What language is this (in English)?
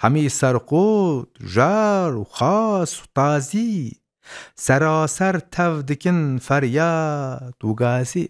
Kurdish